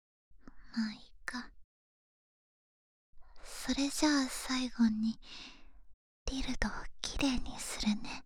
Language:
Japanese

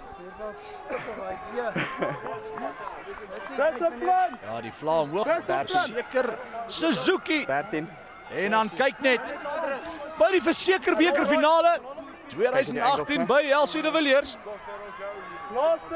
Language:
Afrikaans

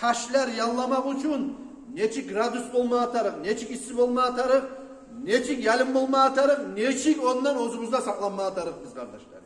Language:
Kumyk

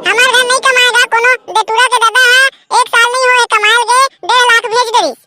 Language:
Chhattisgarhi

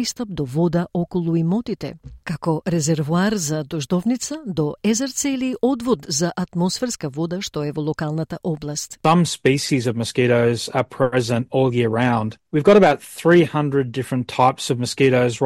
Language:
Macedonian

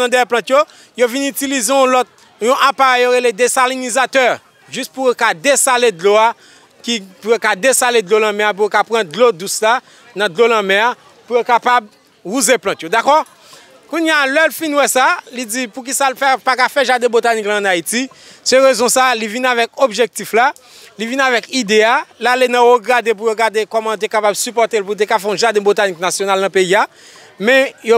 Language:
Haitian Creole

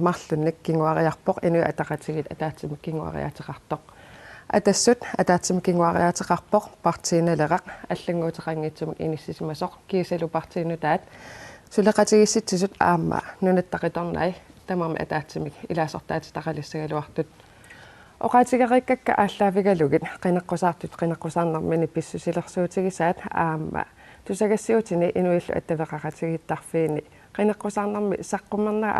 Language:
Kalaallisut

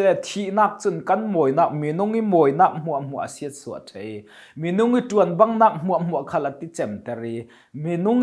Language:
Falam Chin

